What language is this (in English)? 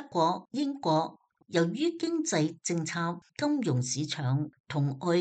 Cantonese